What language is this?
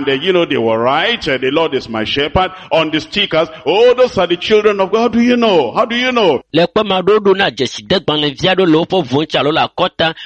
Ewe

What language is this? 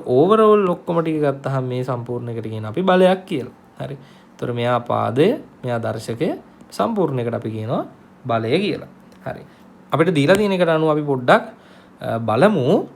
Sinhala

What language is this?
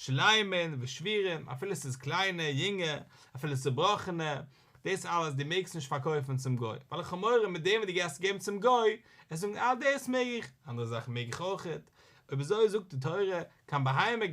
Yiddish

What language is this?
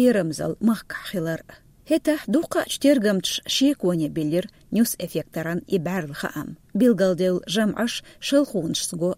Chechen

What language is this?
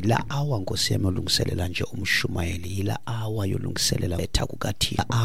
Xhosa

